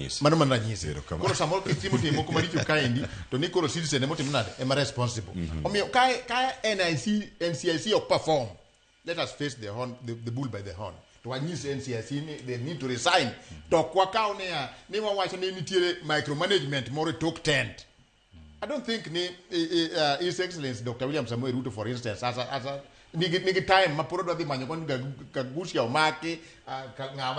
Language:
Luo (Kenya and Tanzania)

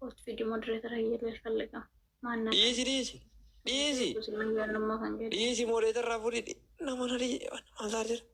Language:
Oromo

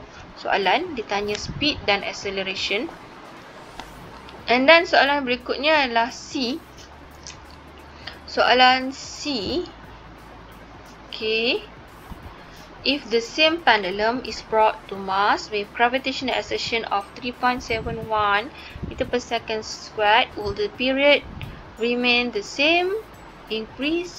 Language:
Malay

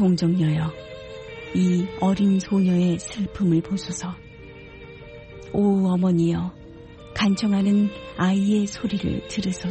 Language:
Korean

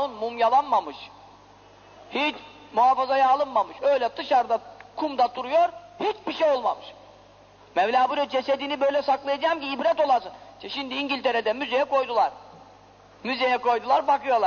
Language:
Turkish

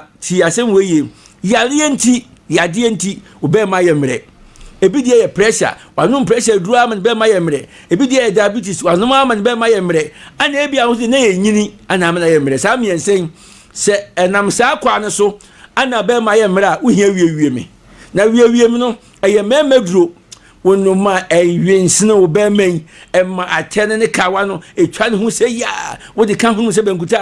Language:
Akan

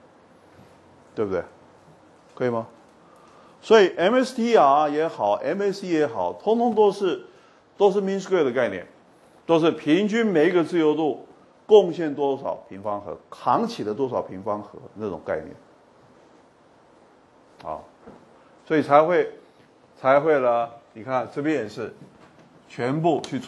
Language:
Chinese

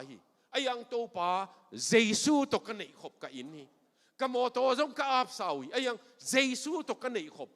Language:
Tedim Chin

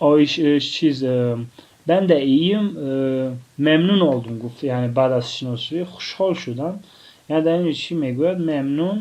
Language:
Tajik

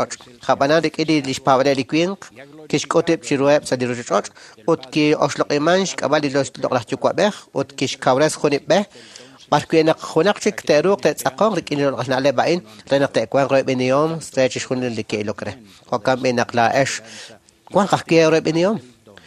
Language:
Kekchí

